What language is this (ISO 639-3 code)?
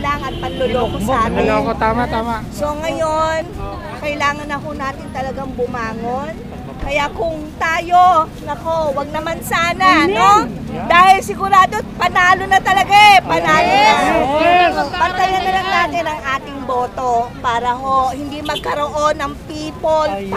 fil